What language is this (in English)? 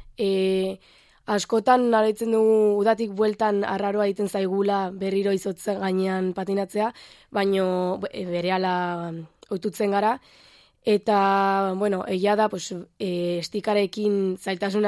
Basque